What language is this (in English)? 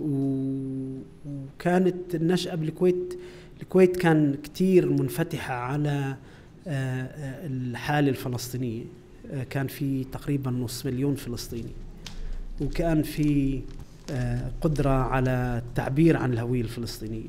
North Levantine Arabic